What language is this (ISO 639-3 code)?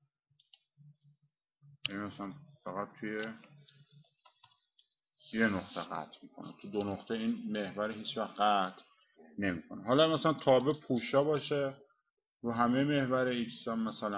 fas